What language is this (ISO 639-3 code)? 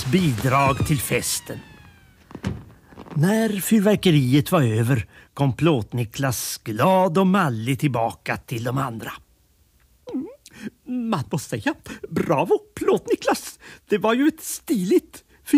swe